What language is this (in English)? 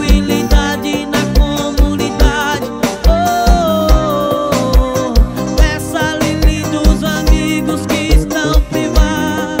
Portuguese